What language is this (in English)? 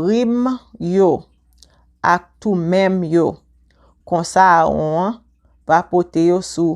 Haitian Creole